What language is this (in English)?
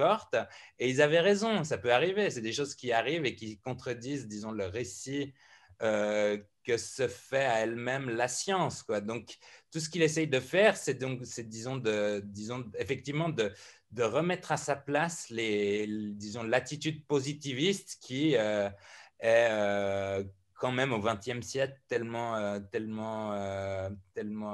French